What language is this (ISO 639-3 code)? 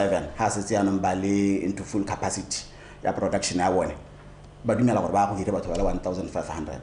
tsn